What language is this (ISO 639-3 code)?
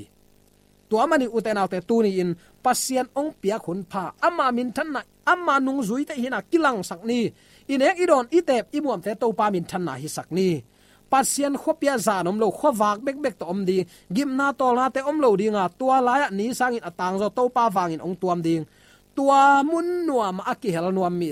ctd